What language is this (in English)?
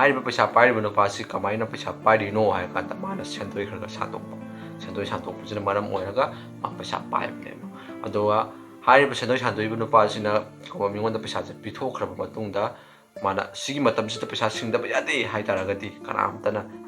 Manipuri